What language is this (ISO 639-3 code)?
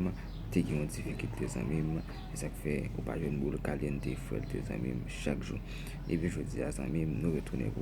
hat